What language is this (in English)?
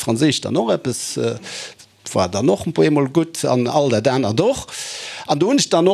Luxembourgish